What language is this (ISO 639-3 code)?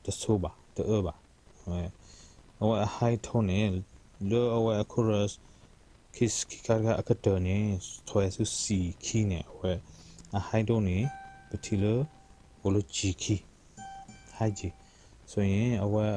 ksw